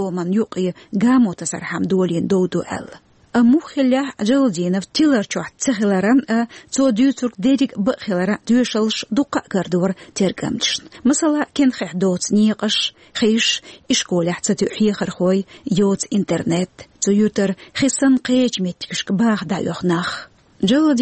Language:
Chechen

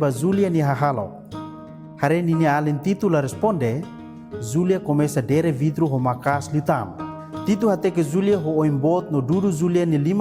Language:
Tetum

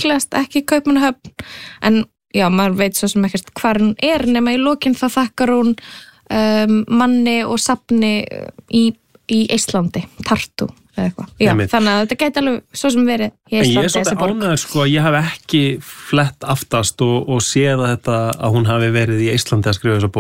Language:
Icelandic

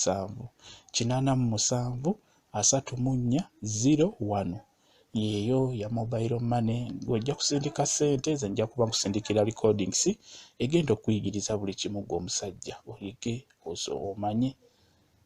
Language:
Ganda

